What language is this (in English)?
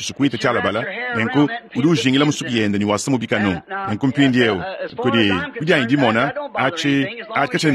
Luba-Lulua